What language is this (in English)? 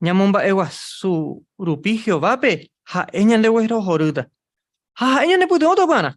Guarani